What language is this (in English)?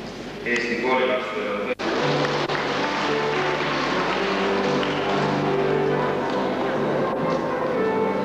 Estonian